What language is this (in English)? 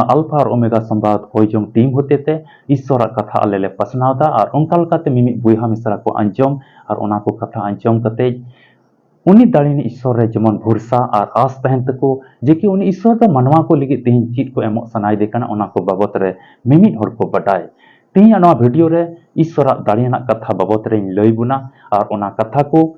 Santali